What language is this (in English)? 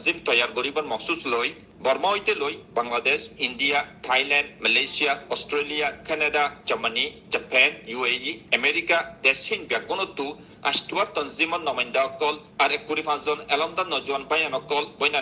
Rohingya